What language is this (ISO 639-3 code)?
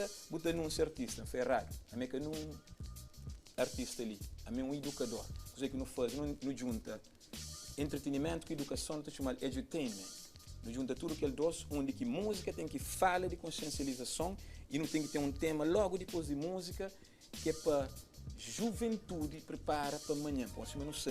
kea